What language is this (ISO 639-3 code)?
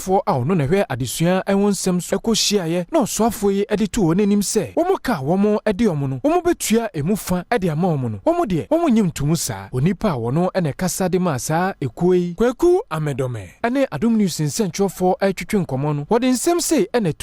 aka